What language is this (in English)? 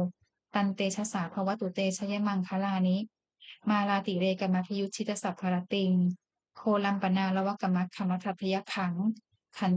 Pali